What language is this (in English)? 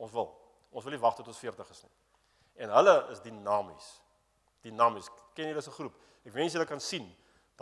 Afrikaans